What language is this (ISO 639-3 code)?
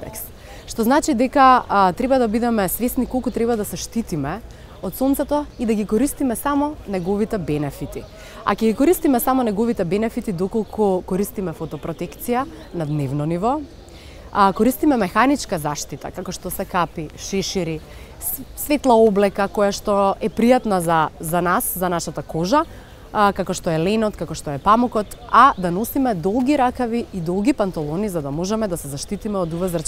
mkd